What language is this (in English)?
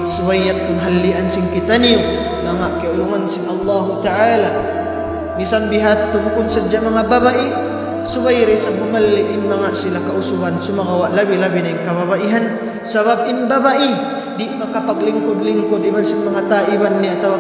Tausug